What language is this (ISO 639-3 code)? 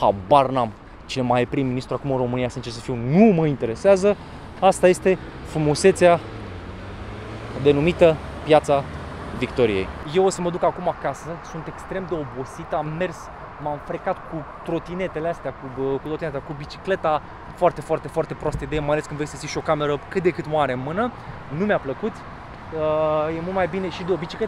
ron